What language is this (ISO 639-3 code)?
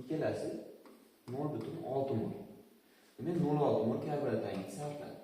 uzb